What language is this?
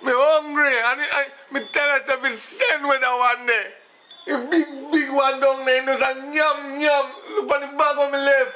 Jamaican Creole English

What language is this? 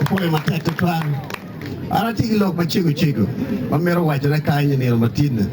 Acoli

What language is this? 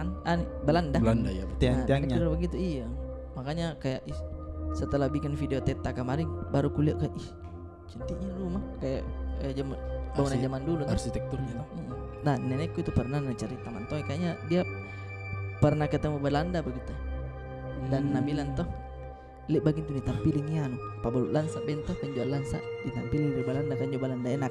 Makassar Malay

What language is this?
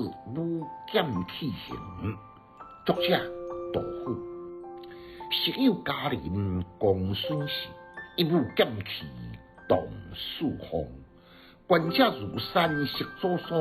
Min Nan Chinese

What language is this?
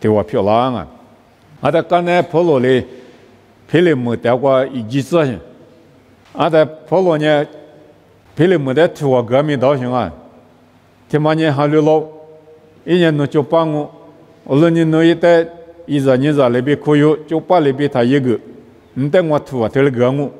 Lisu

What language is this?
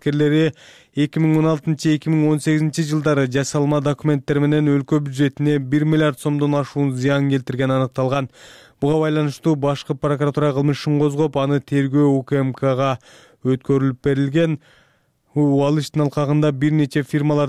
Kyrgyz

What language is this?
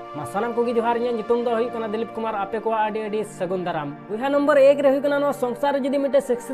Santali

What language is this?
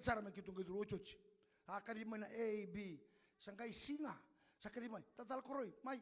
Fijian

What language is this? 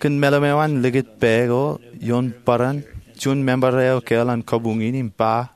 Marshallese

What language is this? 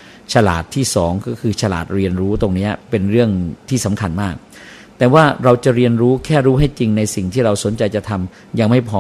Thai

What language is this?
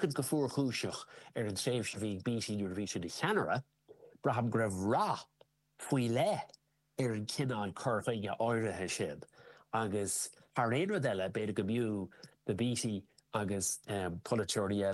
Irish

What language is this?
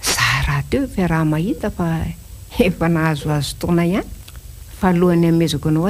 Malagasy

